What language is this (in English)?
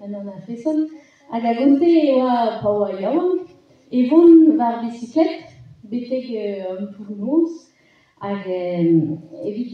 Breton